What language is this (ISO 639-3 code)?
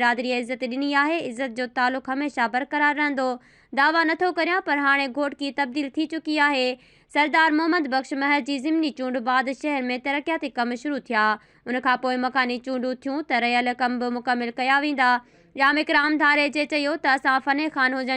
snd